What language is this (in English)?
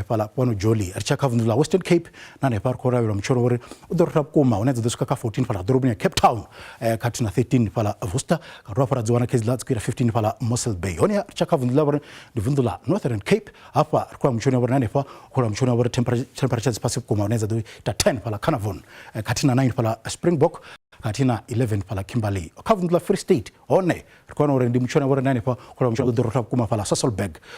Venda